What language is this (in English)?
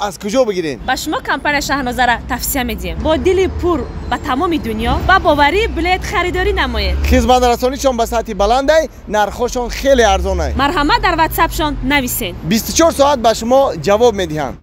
Tajik